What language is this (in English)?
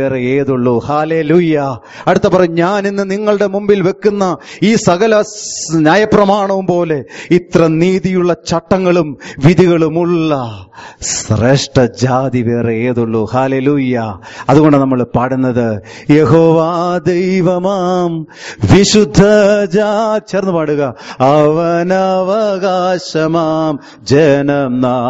Malayalam